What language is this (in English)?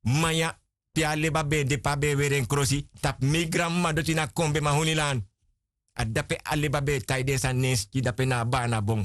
Sranan Tongo